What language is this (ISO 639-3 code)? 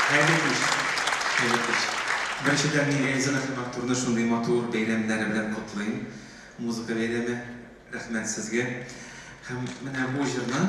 tat